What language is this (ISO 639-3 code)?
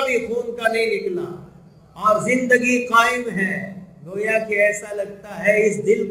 urd